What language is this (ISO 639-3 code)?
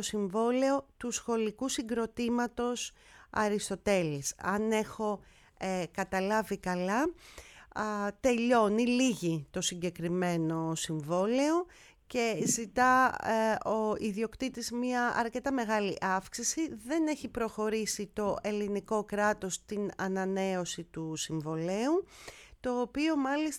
ell